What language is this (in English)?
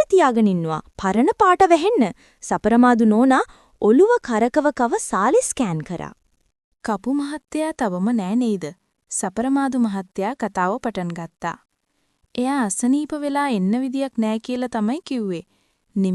Sinhala